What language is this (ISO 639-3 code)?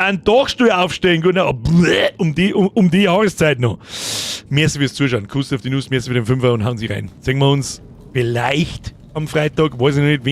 bar